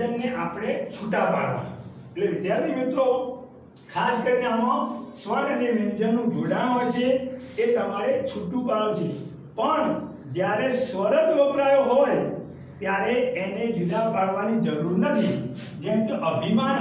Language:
Gujarati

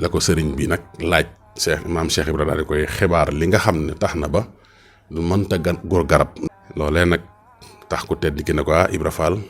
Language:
Wolof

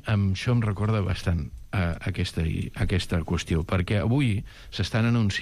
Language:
Catalan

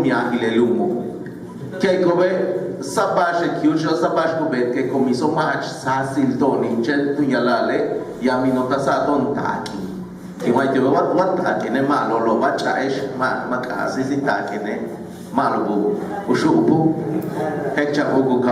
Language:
Yucateco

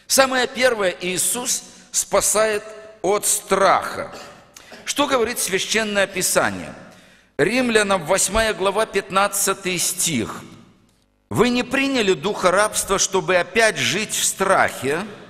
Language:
Russian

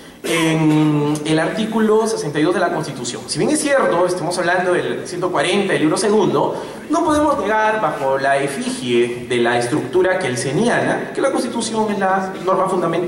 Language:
Spanish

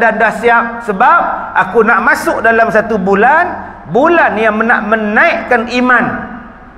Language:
Malay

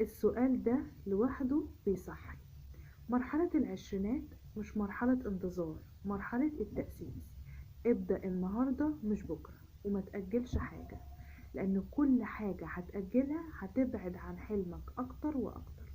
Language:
Egyptian Arabic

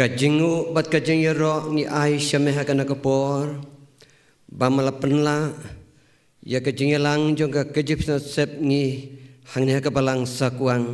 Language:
Khasi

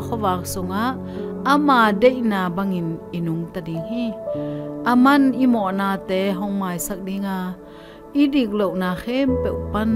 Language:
Tedim Chin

